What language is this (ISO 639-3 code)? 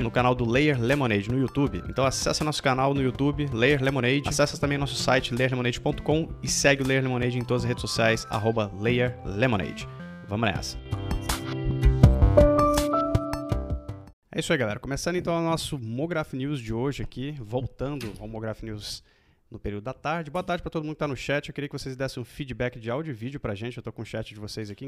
por